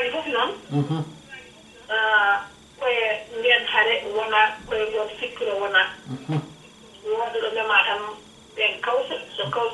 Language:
Fula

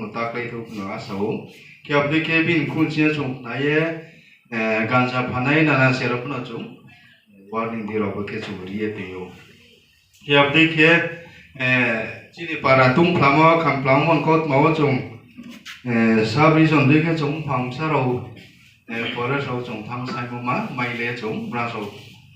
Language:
Riang (India)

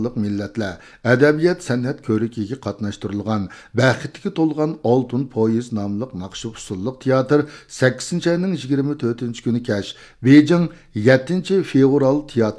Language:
Uyghur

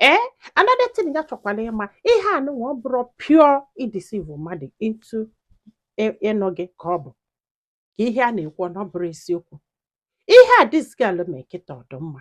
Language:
Igbo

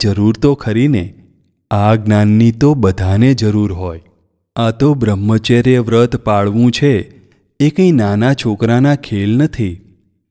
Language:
Gujarati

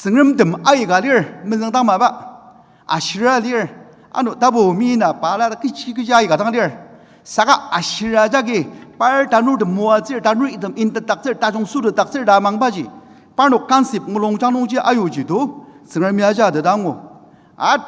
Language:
Ao Naga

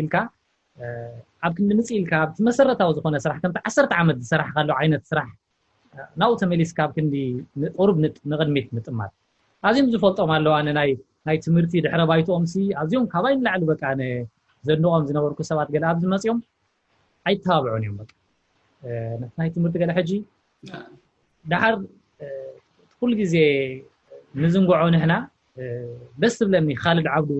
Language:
Tigrinya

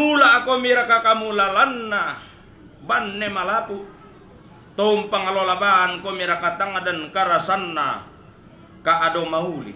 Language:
Toraja-Sa'dan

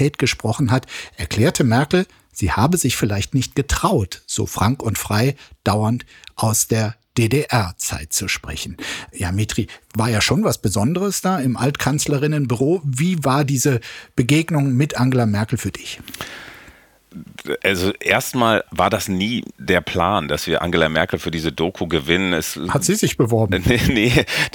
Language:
German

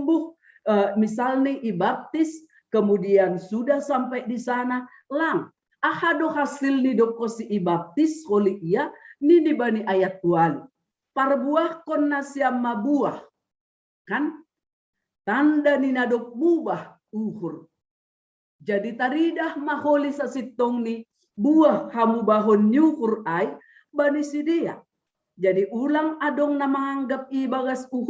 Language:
Batak Simalungun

